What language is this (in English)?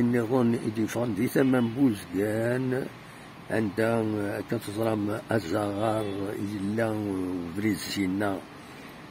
Kabyle